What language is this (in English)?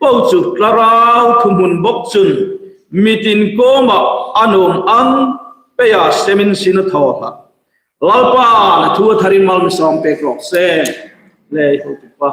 Hmar